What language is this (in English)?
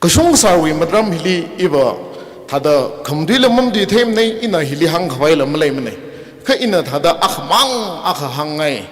Tangkhul Naga (India)